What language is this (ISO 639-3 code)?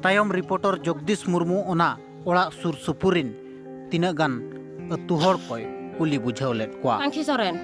sat